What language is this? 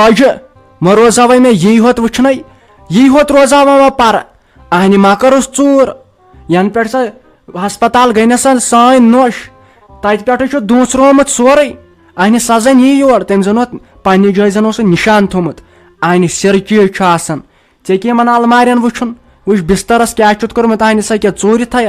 Kashmiri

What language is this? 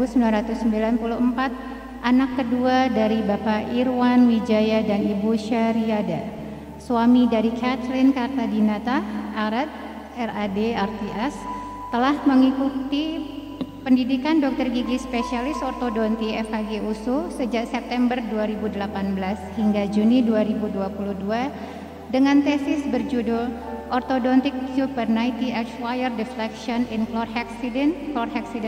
Indonesian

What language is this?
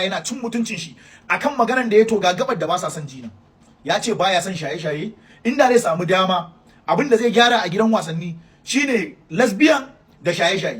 Hausa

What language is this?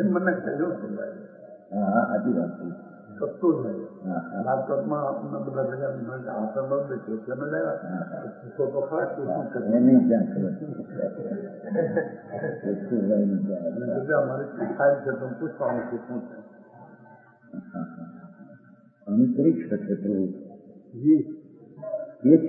Gujarati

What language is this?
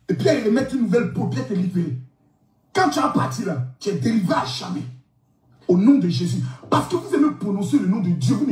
French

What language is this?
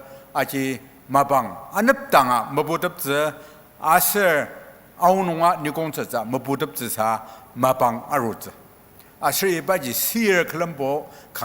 Ao Naga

